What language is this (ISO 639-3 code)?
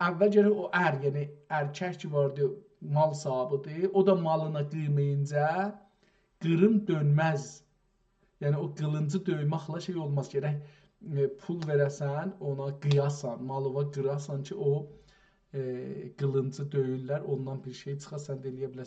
azb